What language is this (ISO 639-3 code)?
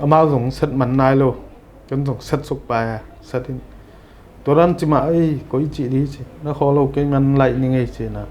ctd